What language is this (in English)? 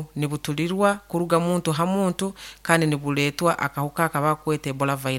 Nyoro